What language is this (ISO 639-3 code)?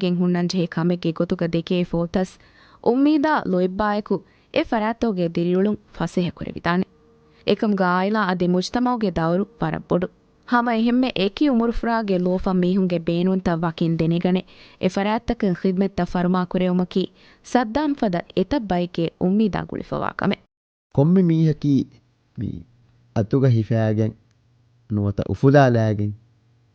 div